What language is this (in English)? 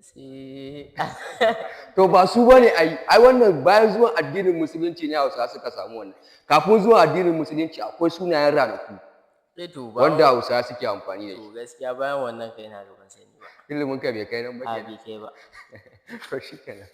Hausa